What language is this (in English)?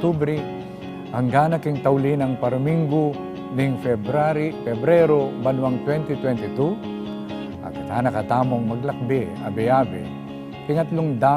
Pampanga